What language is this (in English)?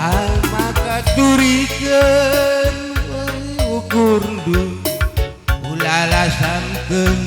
Batak Karo